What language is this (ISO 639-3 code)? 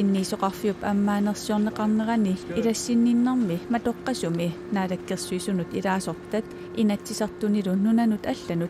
kal